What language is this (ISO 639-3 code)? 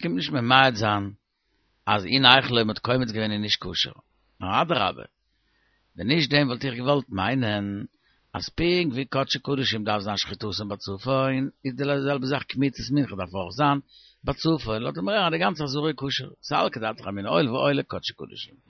yid